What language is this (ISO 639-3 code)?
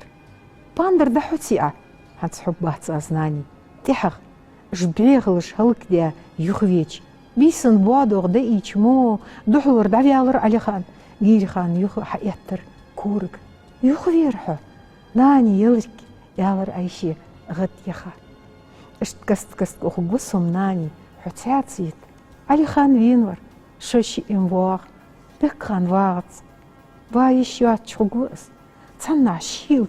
inh